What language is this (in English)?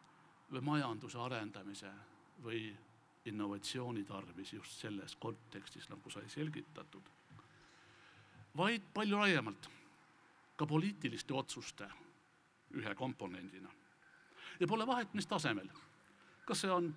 Estonian